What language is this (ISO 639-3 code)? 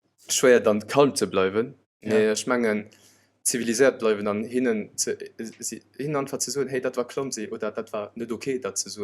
ltz